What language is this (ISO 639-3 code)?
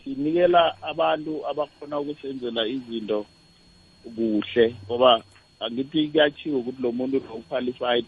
nbl